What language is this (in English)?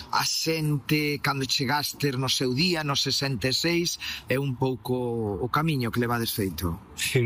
Galician